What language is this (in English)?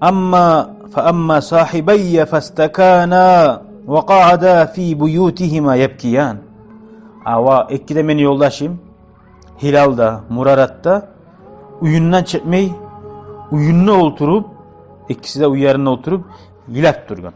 Kumyk